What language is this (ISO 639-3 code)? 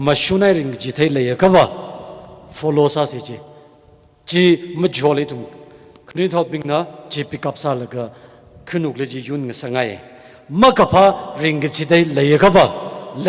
nmf